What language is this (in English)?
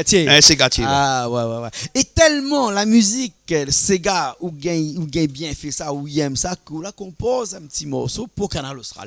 Réunion Creole French